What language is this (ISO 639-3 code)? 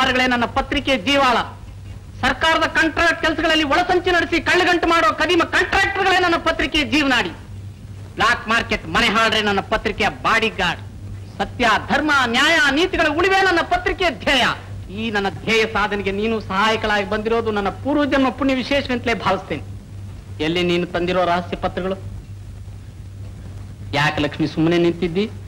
kan